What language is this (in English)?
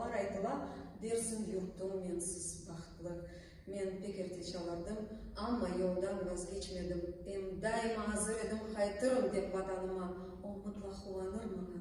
Crimean Tatar